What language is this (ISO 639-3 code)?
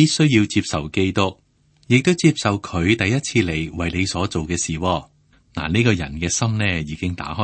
yue